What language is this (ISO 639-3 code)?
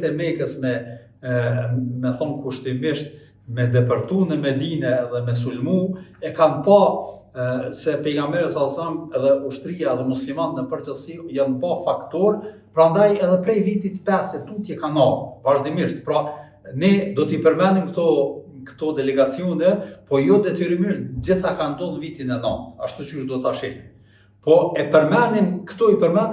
sqi